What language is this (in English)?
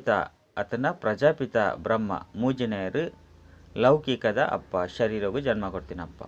Tulu